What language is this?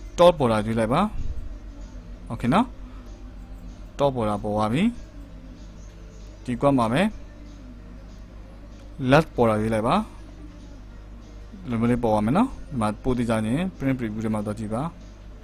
Burmese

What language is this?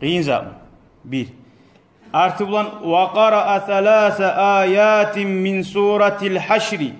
Kumyk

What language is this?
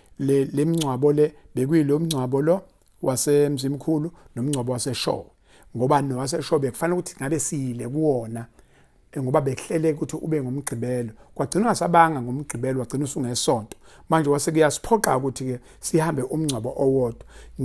Zulu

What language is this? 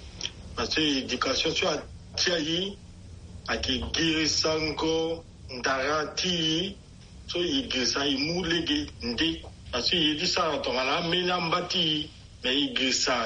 Sango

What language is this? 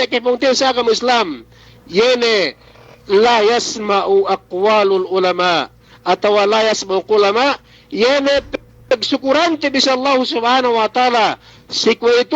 Yakan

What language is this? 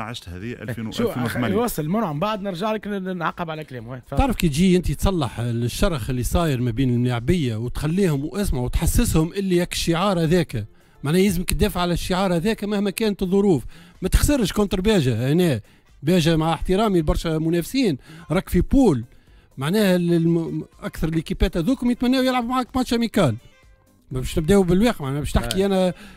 Tunisian Arabic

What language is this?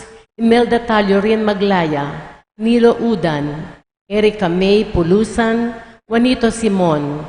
Pampanga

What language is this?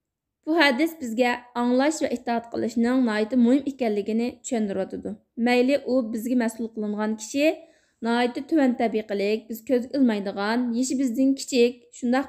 Uyghur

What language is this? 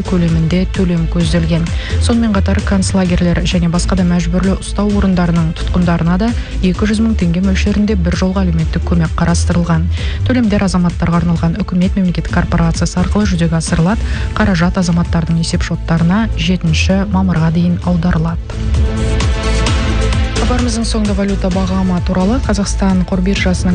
Kazakh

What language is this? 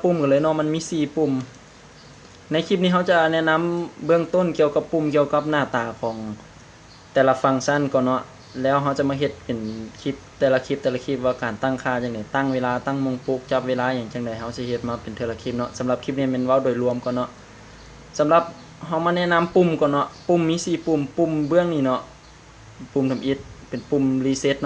Lao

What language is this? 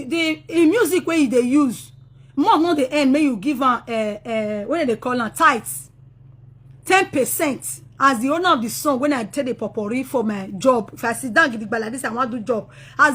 Nigerian Pidgin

